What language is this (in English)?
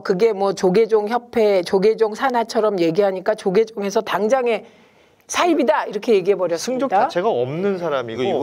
Korean